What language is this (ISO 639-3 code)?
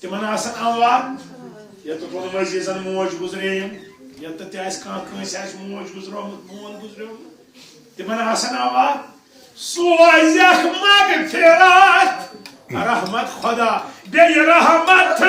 kas